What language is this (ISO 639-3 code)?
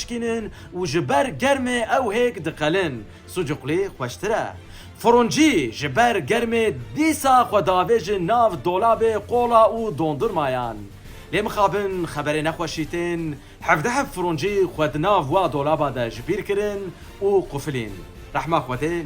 kur